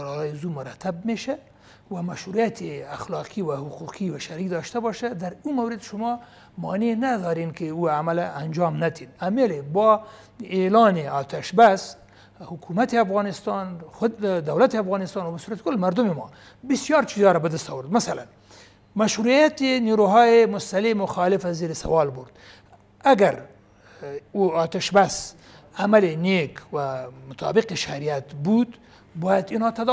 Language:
Persian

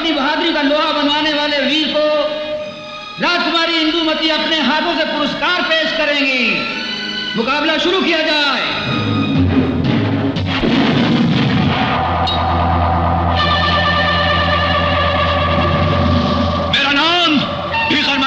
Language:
Hindi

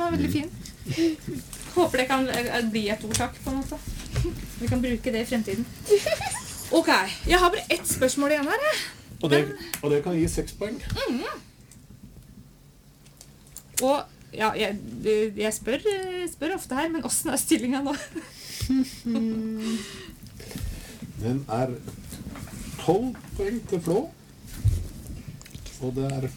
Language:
Norwegian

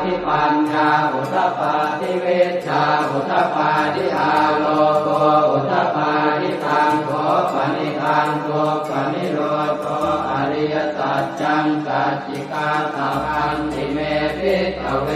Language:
Pali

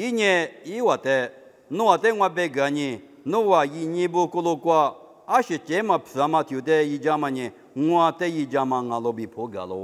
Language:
Lisu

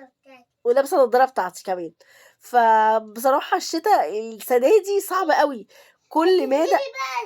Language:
Egyptian Arabic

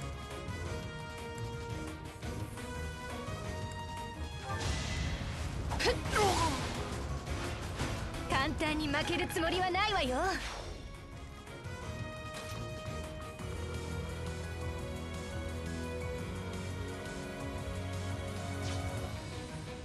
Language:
Japanese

